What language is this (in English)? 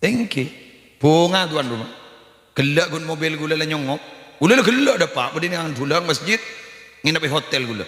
Madurese